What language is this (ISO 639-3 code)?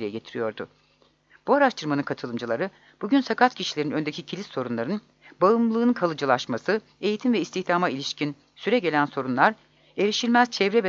tur